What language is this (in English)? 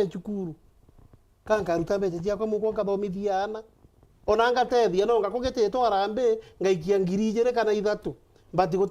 Meru